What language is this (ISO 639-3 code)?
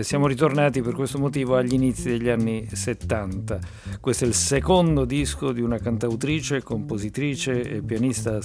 ita